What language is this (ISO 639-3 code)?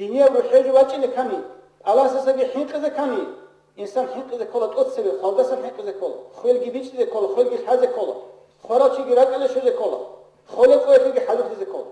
ava